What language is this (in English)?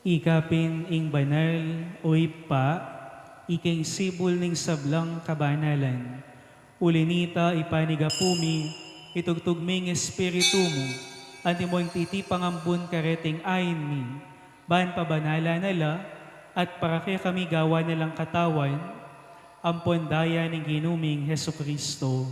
Pampanga